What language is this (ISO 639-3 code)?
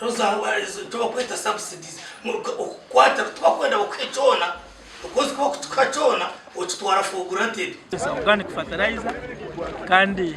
nyn